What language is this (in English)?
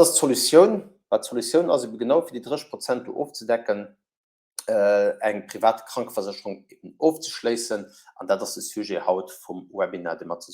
Luxembourgish